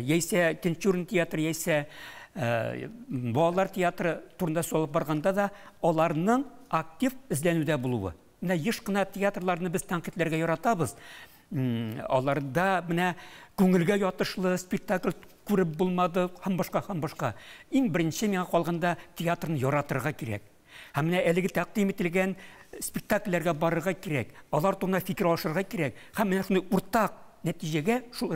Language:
Tatar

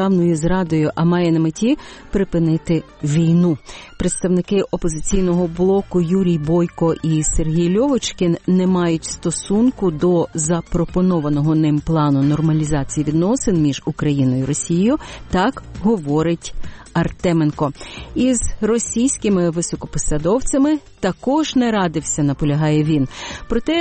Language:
Ukrainian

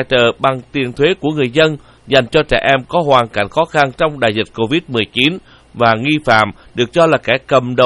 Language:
Vietnamese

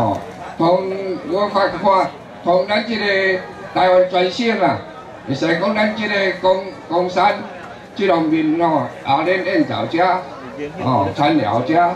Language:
Chinese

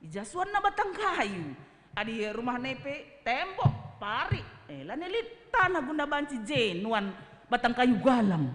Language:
Batak Karo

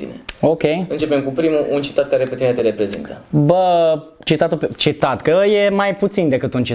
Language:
Romanian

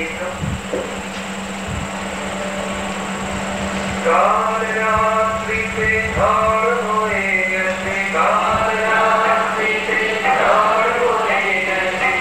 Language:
Bangla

